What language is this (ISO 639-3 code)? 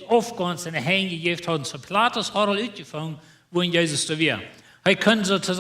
pdt